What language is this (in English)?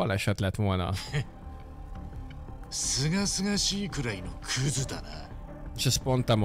Hungarian